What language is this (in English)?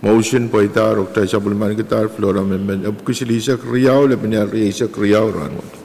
Pohnpeian